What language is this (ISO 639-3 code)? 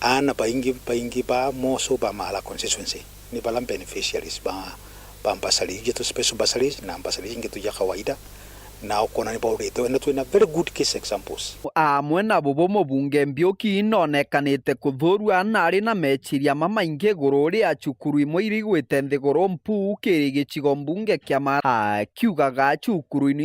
mer